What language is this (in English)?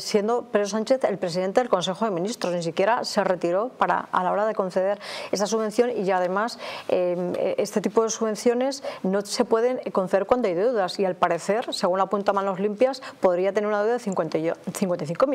Spanish